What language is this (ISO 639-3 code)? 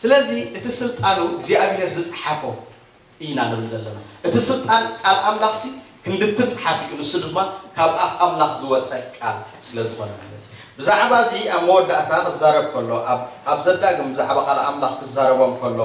tir